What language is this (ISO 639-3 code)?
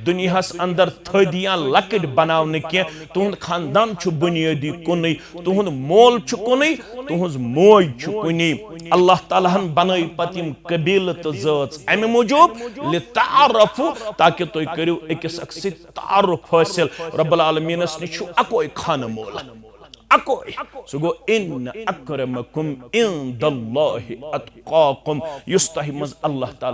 kas